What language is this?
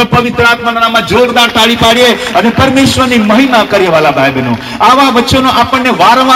Gujarati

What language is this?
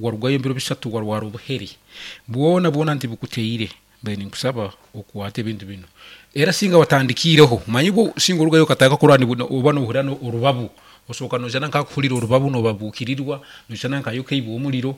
Nyankole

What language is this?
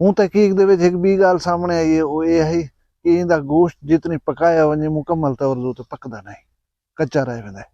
Saraiki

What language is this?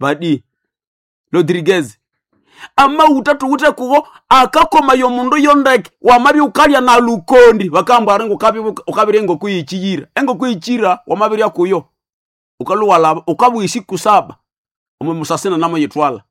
Nande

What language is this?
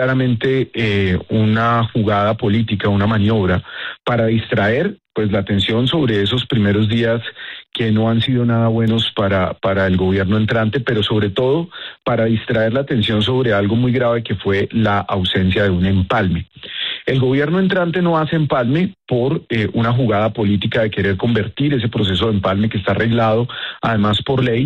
Spanish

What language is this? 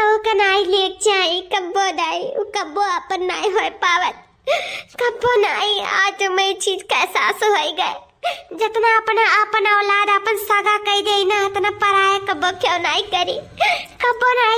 Awadhi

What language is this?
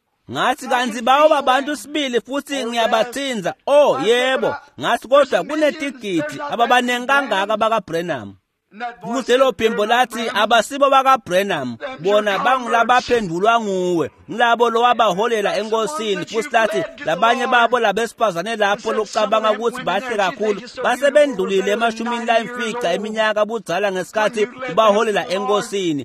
Swati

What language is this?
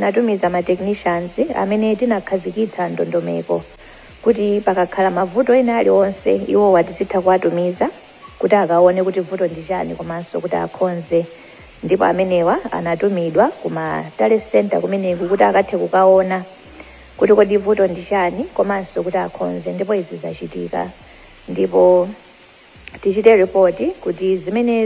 Nyanja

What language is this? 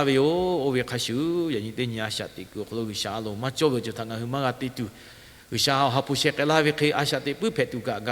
Lahu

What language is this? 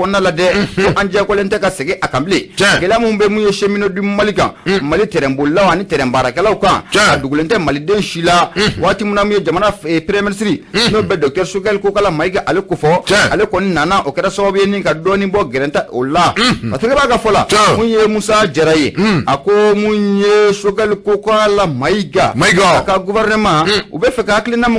Bambara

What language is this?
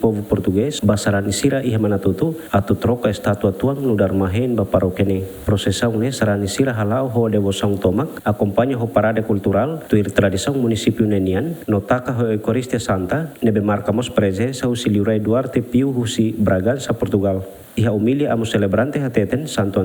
Tetum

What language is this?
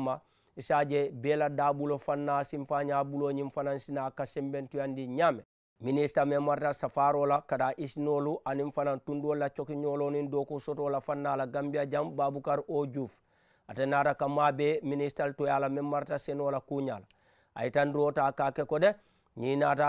Mandingo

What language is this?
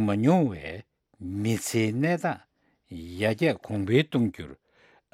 Tibetan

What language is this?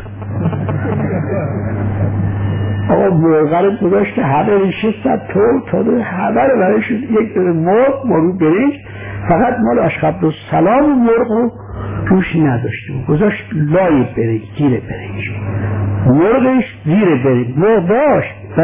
Persian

